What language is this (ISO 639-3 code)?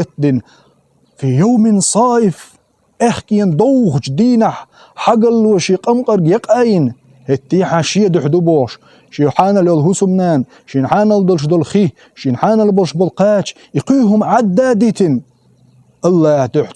che